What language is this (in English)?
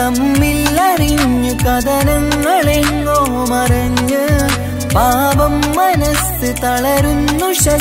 Malayalam